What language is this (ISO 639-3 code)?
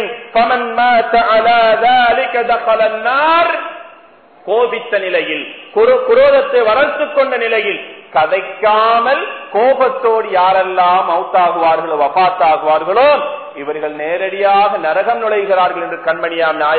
tam